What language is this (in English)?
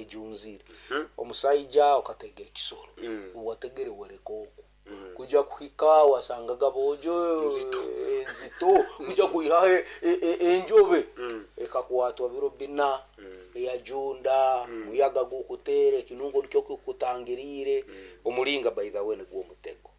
Nyankole